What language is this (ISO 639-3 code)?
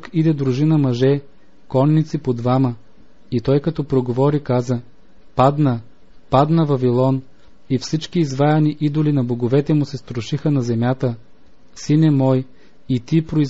bul